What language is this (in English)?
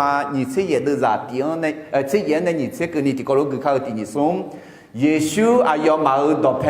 Akha